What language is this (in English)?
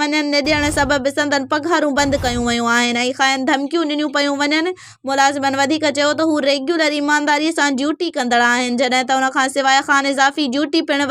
Sindhi